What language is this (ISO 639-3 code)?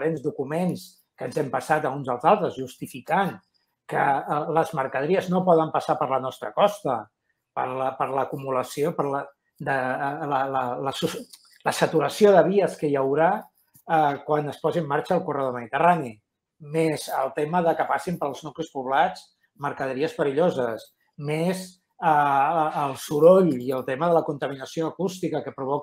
cat